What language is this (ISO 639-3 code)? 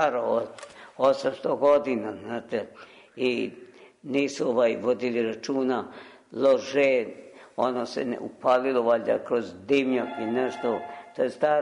srp